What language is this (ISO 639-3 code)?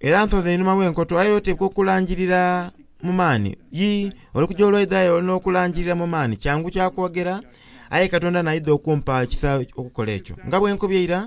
xog